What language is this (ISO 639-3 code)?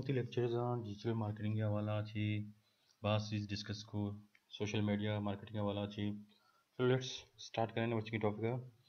bal